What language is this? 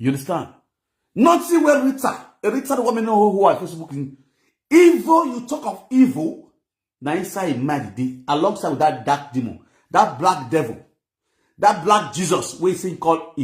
Nigerian Pidgin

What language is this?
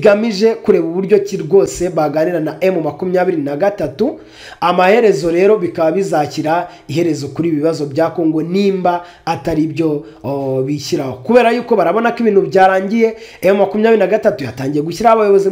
Kinyarwanda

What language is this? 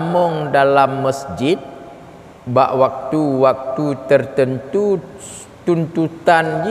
Achinese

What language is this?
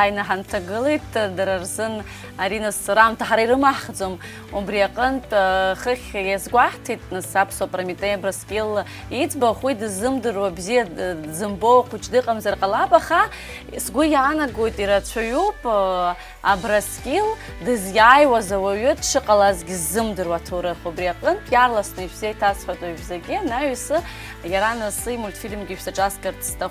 Abkhazian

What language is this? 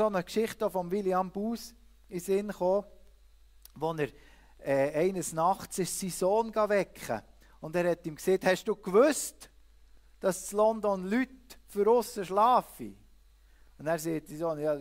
Swiss German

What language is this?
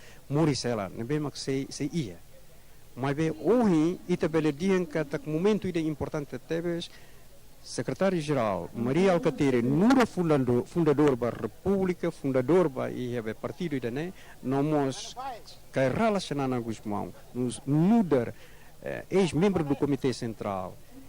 Tetum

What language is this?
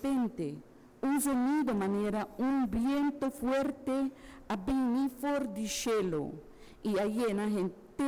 Papiamento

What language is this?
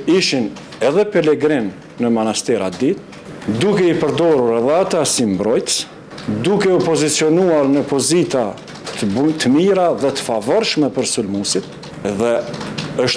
Albanian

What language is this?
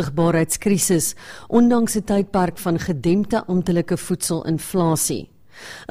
Afrikaans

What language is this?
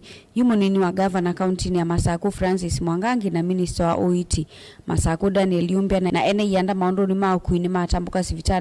Kamba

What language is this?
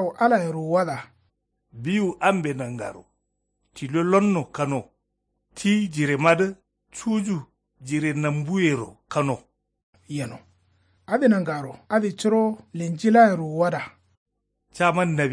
Kanuri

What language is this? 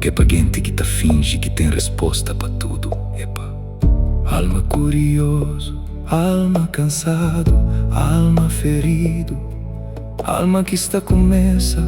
Kabuverdianu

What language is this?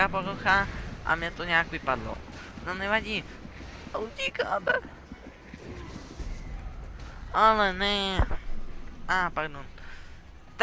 Czech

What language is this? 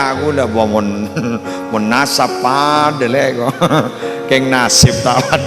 Madurese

